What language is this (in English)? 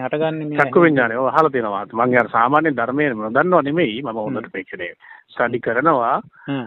Sinhala